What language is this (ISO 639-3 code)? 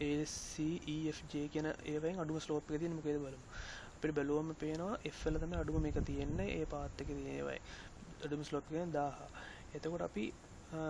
sin